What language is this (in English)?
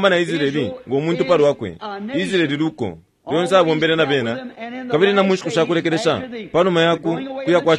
Bemba